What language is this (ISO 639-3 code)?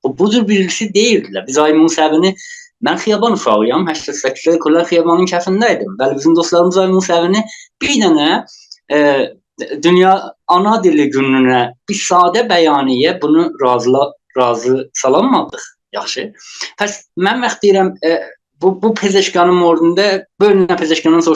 azb